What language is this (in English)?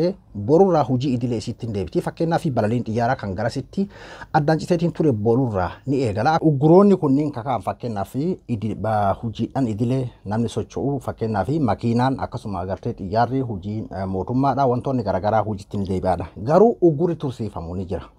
Oromo